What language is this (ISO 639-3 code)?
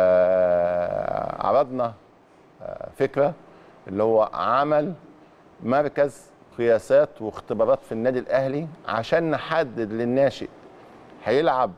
arz